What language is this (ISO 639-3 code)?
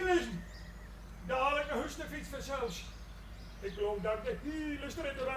fry